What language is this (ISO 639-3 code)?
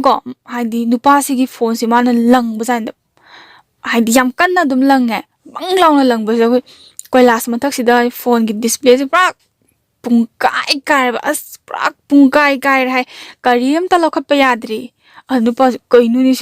mni